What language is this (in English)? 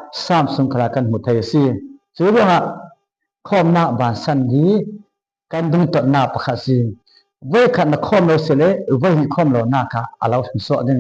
Falam Chin